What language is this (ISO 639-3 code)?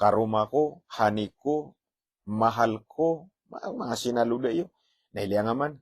mrw